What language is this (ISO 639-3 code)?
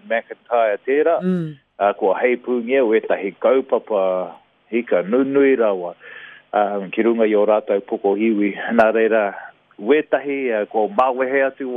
mri